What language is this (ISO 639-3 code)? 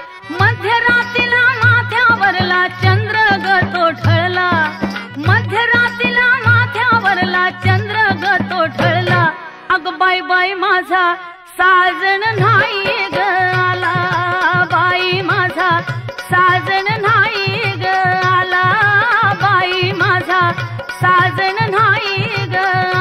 mar